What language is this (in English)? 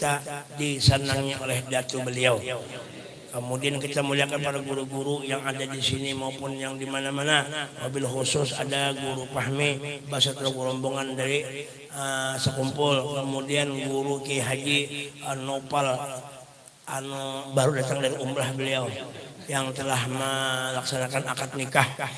Banjar